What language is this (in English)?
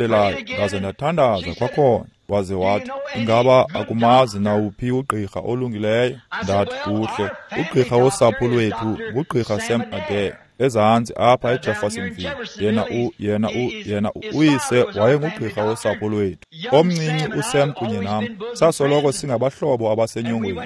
Xhosa